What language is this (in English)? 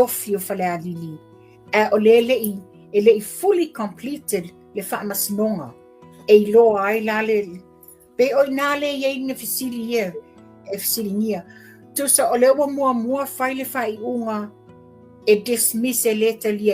Samoan